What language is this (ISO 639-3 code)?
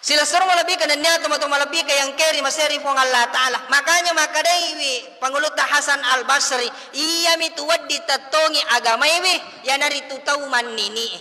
bug